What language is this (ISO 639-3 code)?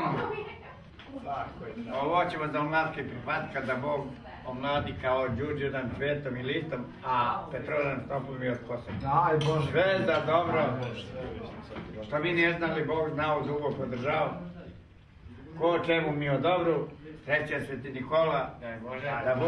srp